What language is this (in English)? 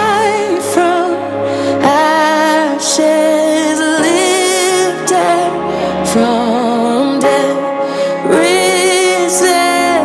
Tongan